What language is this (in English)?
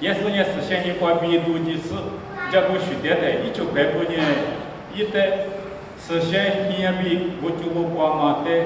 Lisu